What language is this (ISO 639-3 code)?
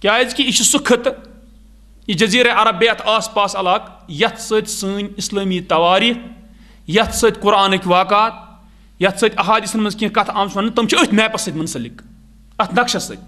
kas